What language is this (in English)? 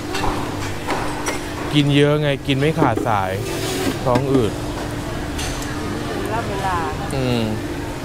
Thai